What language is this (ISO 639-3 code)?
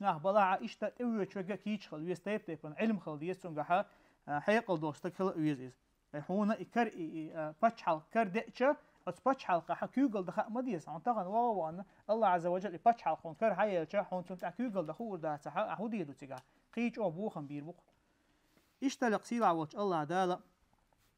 che